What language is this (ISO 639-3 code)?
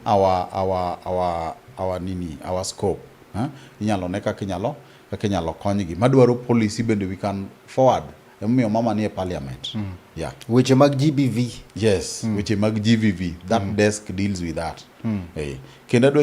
luo